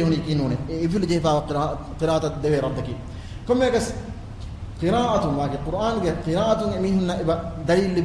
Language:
Divehi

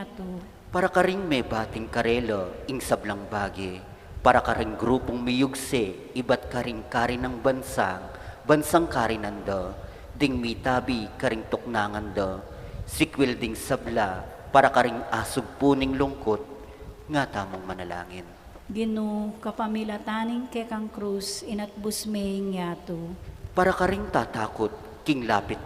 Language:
Pampanga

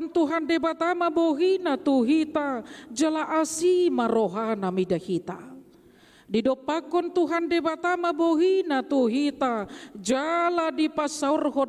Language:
Batak Toba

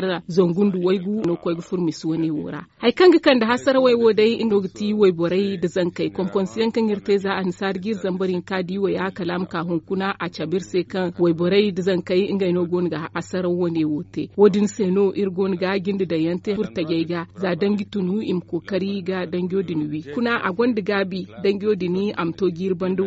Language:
Zarma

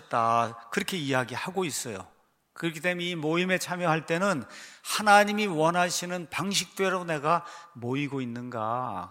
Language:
Korean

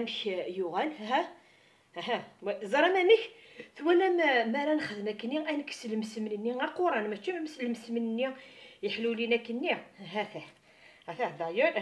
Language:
Kabyle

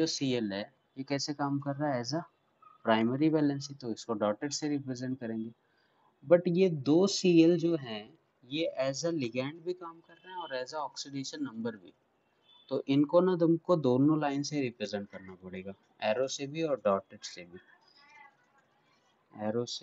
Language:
Hindi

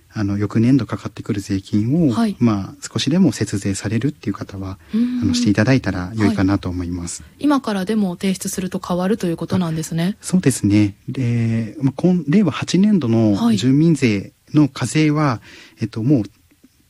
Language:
Japanese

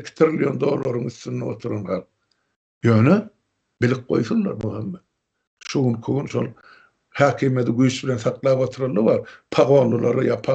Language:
Turkmen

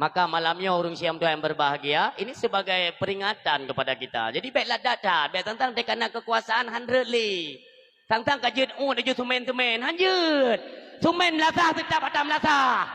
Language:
Achinese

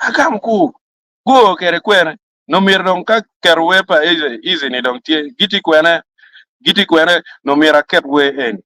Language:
Acoli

